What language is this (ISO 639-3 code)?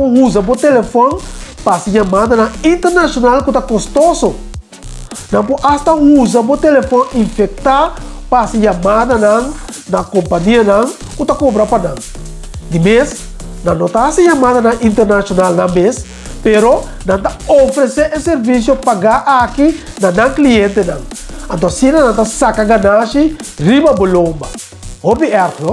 pap